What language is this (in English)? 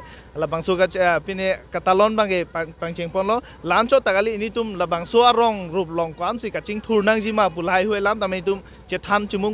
Karbi